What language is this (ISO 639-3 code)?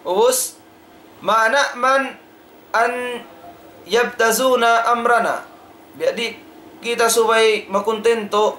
tsg